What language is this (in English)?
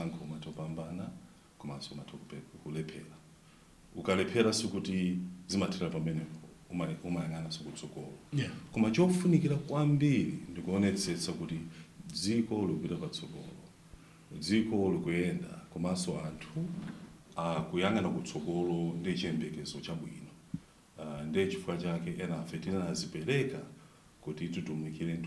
Nyanja